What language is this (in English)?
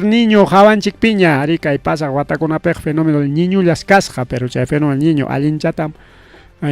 Ayacucho Quechua